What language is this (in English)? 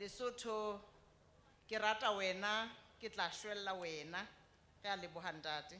Southern Sotho